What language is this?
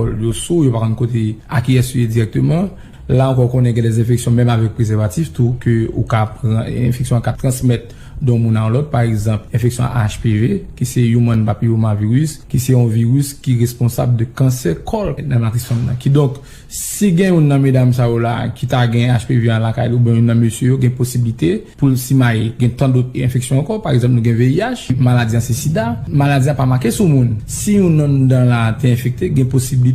Haitian Creole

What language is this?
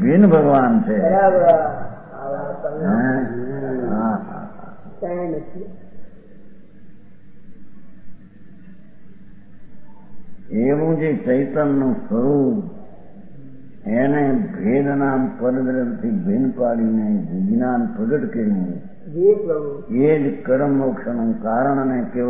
Gujarati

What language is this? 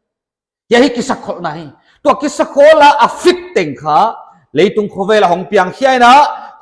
Paite Chin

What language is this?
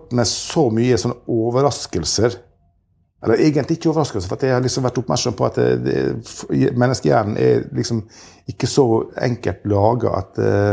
Norwegian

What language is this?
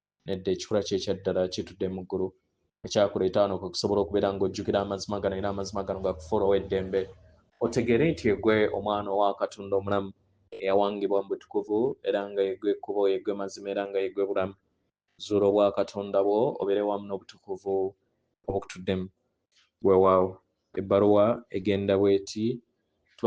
Ganda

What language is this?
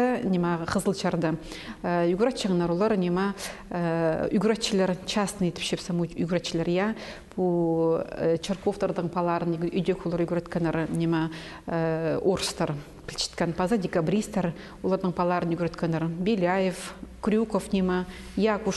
Khakas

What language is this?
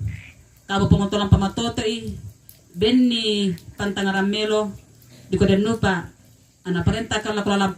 Toraja-Sa'dan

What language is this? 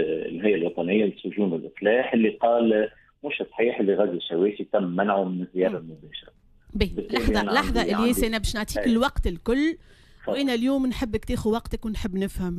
Tunisian Arabic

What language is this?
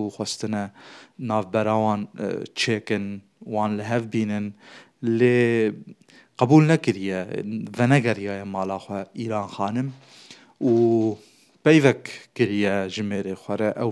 Kurdish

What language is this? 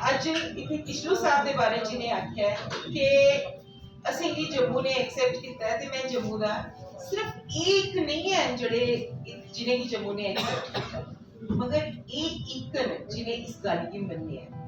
Dogri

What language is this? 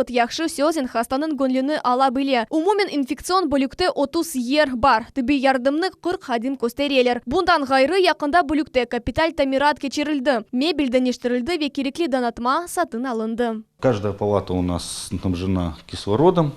Crimean Tatar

